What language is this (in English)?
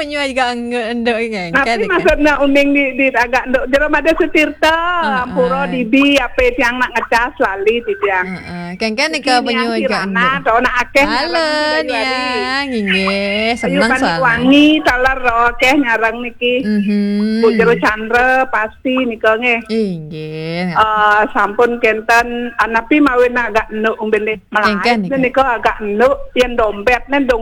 Balinese